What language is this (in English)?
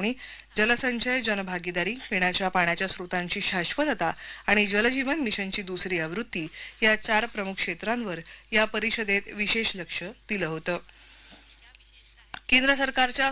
Marathi